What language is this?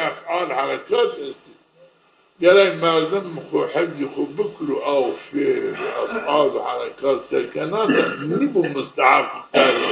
Zaza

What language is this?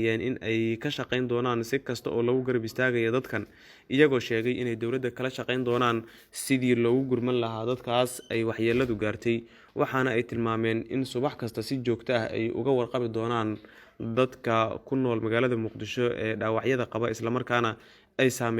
Somali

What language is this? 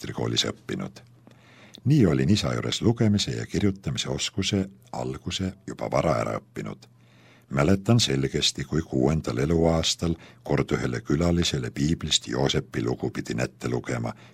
Estonian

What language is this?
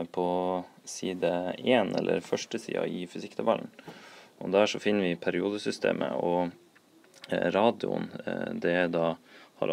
Norwegian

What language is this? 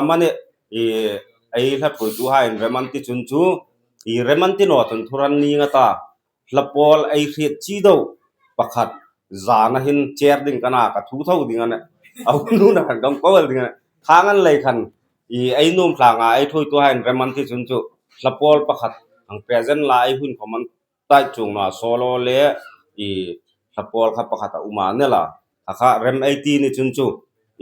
Hmar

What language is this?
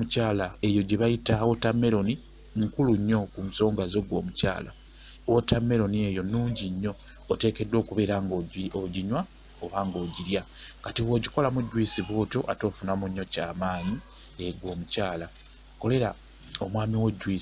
Ganda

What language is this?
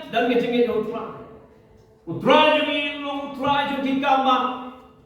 Khasi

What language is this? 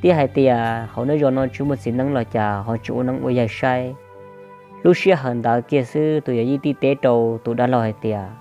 Hmong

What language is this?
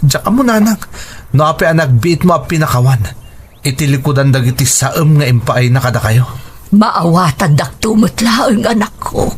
Iloko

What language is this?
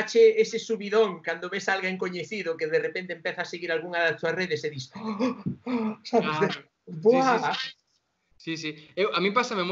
Galician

